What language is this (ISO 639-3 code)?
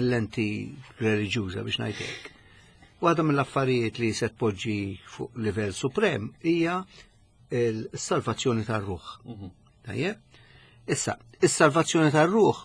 mlt